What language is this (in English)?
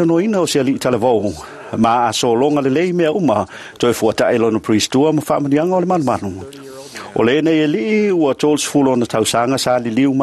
Samoan